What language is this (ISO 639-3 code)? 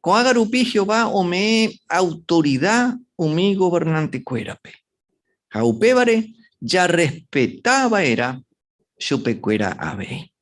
grn